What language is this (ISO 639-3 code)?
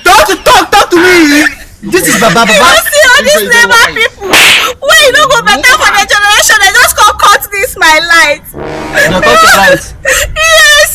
pcm